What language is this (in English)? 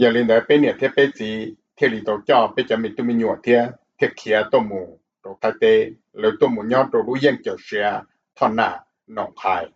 Hmong